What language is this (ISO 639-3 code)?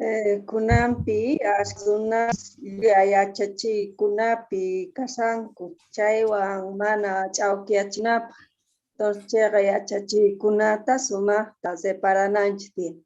quh